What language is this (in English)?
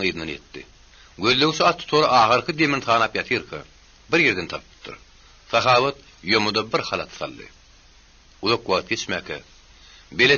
Turkmen